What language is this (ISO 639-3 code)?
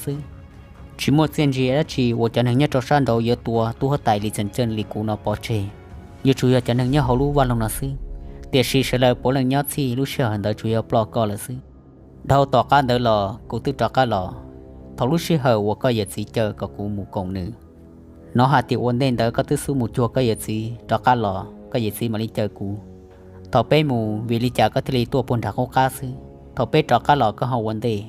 hmn